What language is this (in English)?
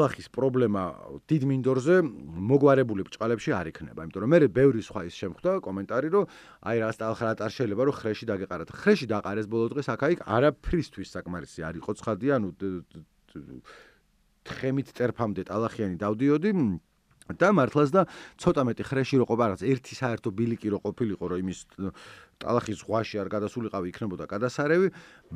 Georgian